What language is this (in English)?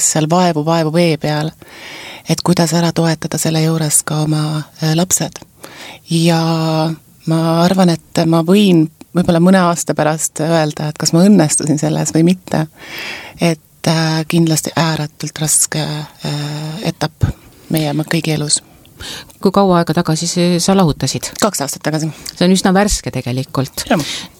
Estonian